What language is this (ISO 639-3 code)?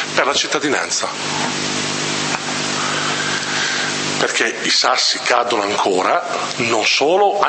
ita